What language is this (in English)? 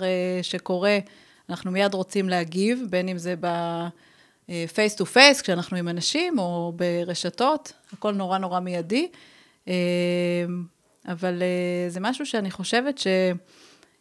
Hebrew